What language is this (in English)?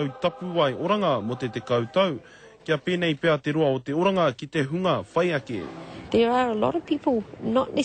Māori